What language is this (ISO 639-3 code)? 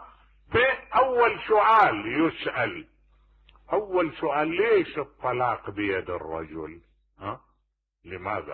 acm